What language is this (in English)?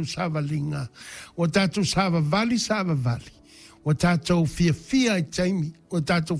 Samoan